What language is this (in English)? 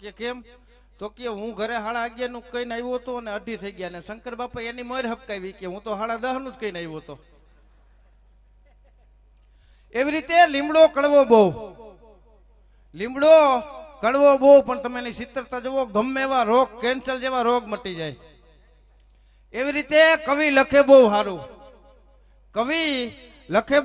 Gujarati